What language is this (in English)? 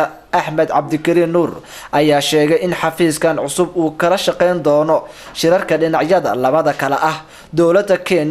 Somali